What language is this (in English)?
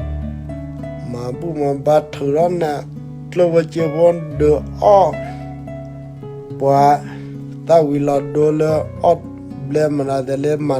S'gaw Karen